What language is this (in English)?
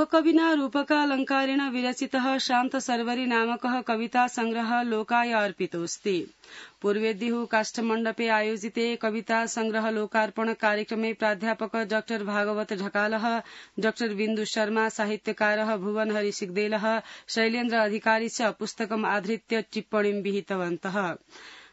Sanskrit